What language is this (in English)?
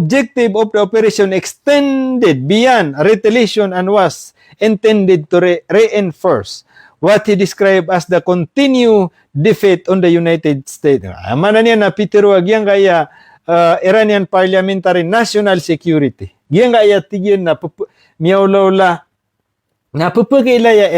Maranao